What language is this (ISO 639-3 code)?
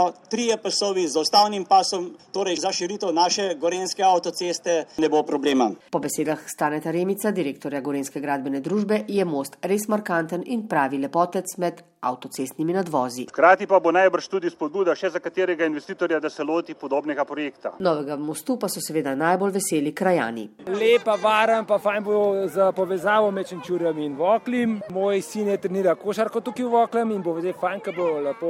slv